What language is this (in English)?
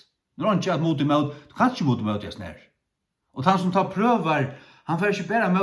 Faroese